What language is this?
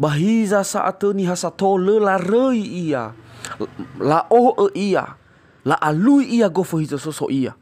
Nias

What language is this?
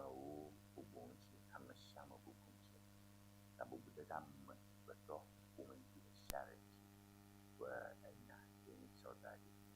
Ewe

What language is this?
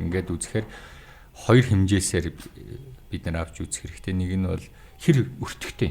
Mongolian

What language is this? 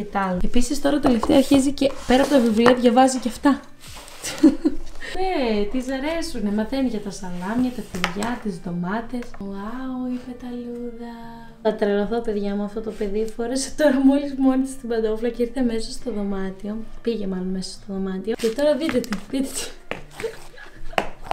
Greek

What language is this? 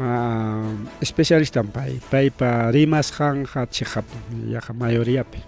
Ayacucho Quechua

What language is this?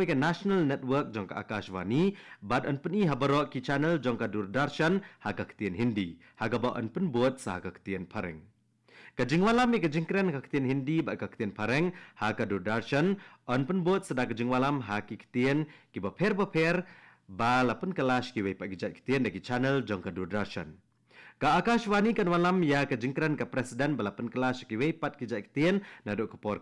Khasi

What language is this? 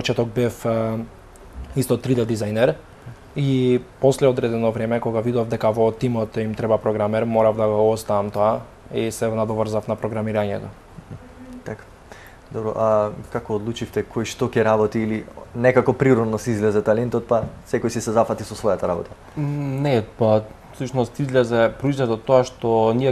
Macedonian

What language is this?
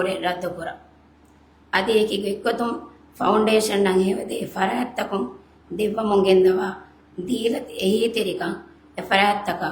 Divehi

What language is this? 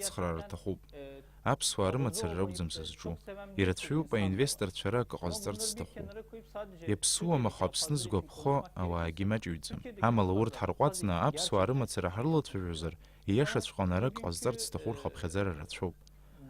Abkhazian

